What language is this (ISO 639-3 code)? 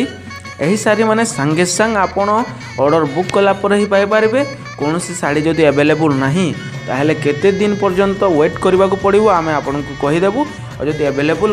ori